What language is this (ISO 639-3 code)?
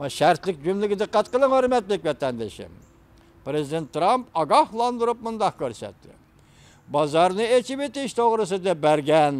uig